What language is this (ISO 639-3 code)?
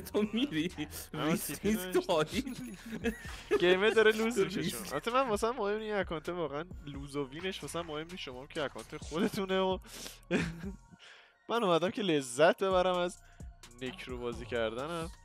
fas